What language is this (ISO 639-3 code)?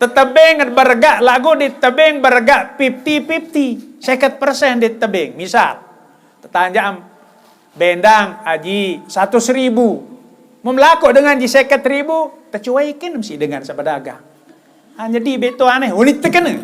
sas